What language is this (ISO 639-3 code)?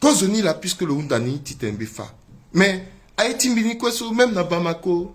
sag